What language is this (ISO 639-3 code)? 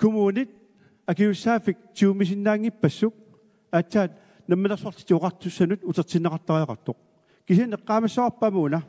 kal